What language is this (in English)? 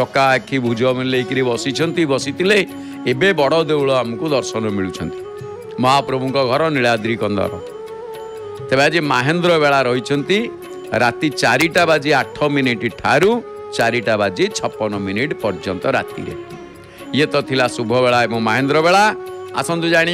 Odia